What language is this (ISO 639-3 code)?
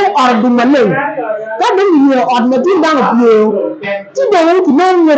ach